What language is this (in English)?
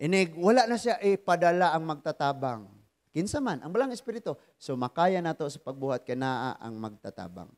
Cebuano